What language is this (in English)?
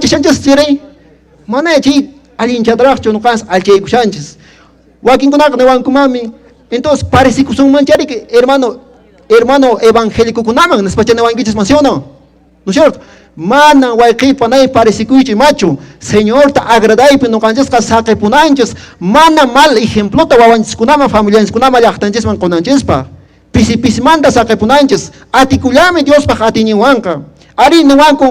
Quechua